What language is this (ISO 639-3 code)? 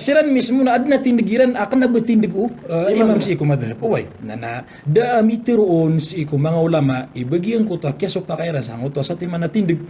mrw